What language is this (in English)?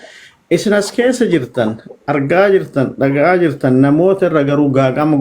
Oromo